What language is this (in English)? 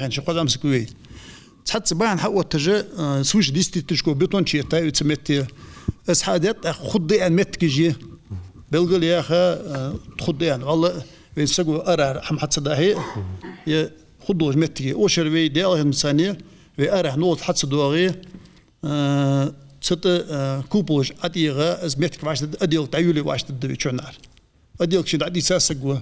Ingush